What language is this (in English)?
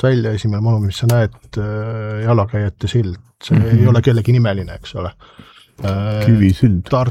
Estonian